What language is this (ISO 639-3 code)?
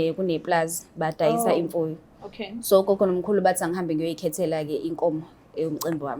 zul